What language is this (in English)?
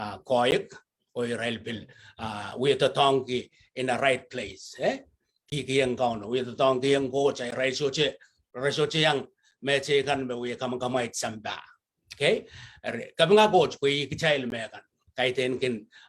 Pohnpeian